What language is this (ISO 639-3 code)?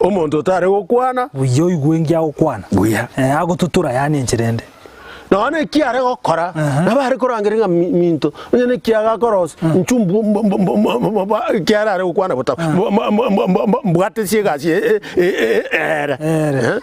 guz